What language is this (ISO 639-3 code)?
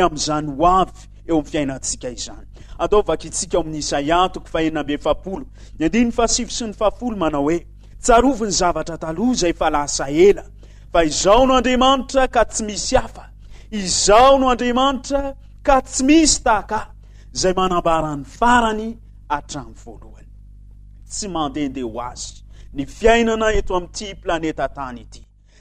mlg